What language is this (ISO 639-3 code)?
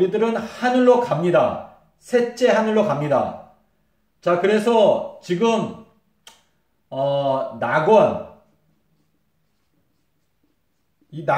kor